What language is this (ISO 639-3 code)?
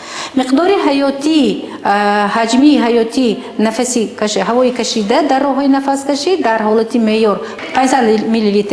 tgk